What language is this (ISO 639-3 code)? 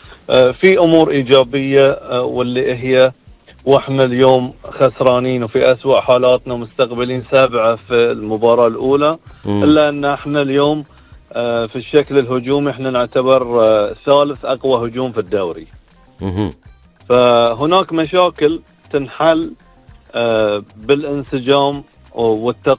afb